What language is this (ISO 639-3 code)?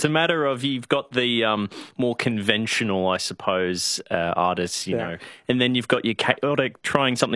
eng